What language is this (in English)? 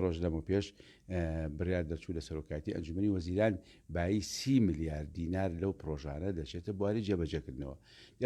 Central Kurdish